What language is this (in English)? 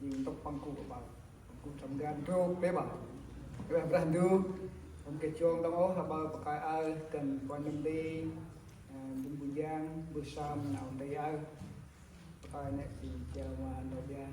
Central Mnong